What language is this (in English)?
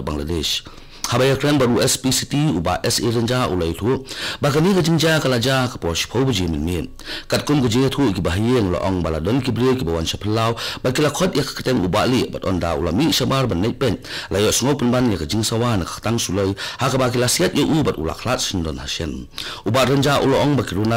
Khasi